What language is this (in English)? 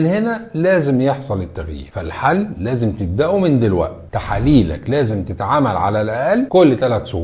Egyptian Arabic